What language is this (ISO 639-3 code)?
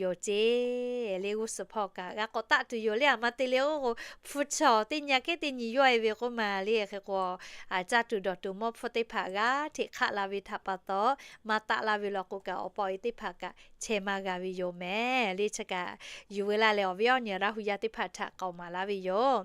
lhu